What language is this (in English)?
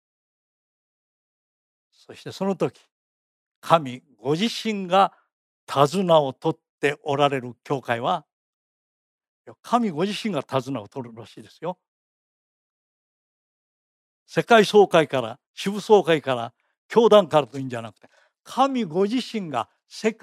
Japanese